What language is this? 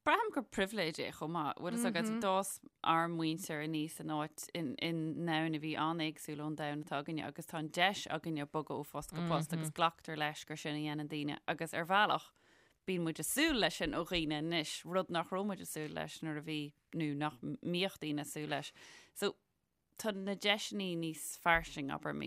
Irish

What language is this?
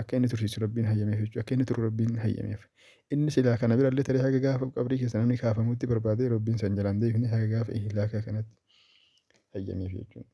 Oromo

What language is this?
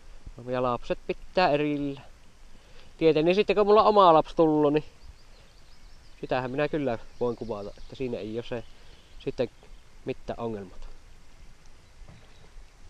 Finnish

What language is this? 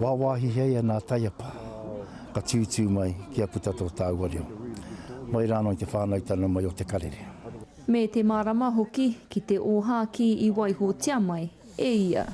Māori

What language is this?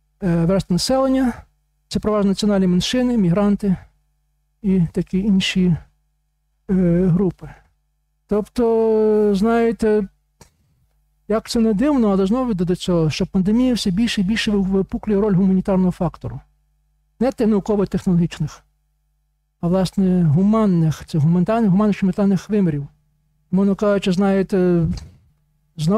Ukrainian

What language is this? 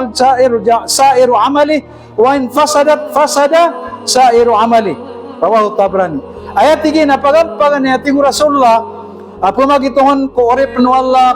Maranao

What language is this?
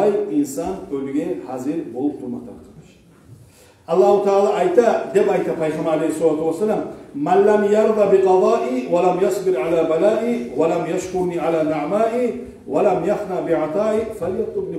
Kumyk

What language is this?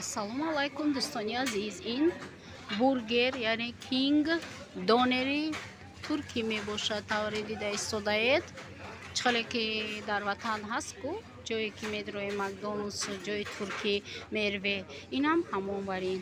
Tajik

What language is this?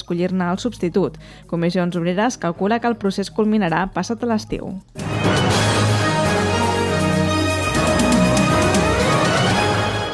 Catalan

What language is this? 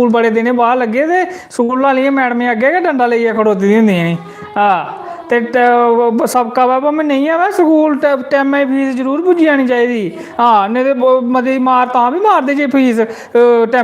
Dogri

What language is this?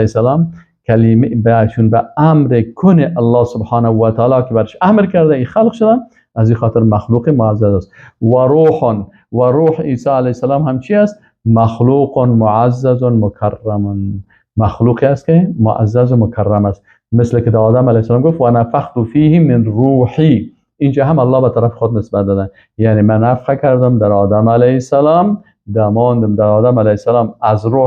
Persian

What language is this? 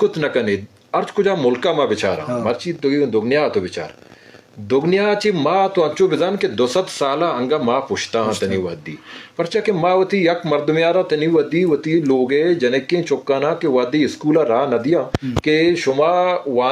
Eastern Balochi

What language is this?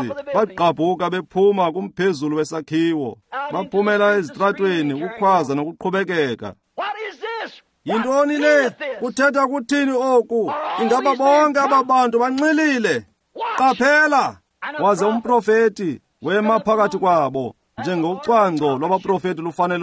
Xhosa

